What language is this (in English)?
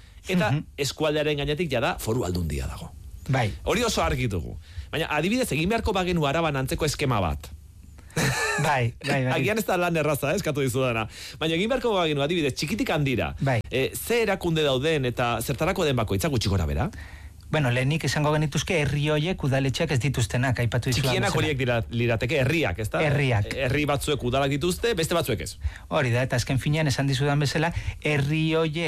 Basque